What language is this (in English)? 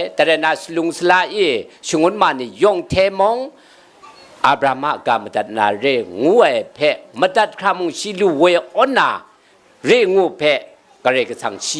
Kachin